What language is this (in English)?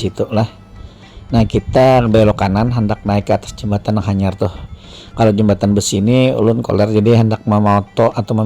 Banjar